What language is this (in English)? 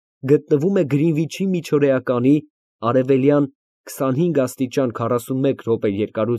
Armenian